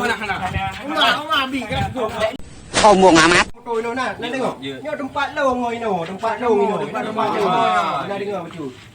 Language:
Achinese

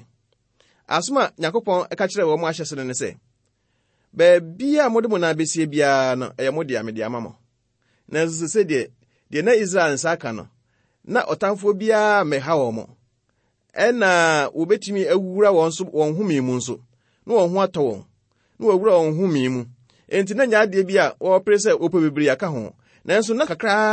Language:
Akan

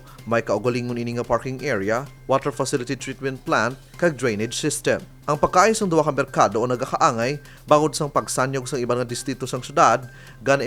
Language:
Hiligaynon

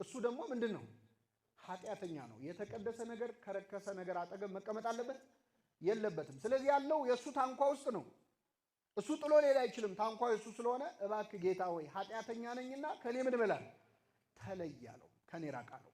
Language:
Amharic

